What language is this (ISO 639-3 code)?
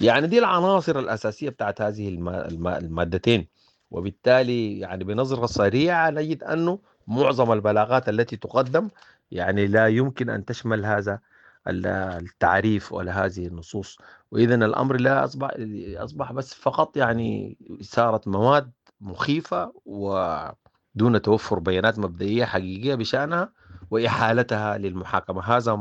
apd